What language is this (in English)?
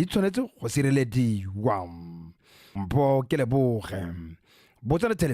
Tswana